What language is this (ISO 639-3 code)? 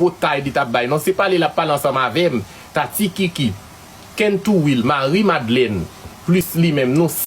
hat